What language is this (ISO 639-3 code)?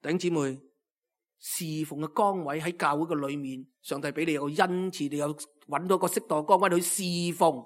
yue